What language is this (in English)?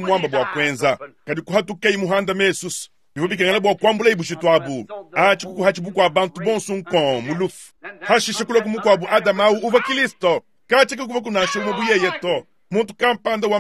Luba-Lulua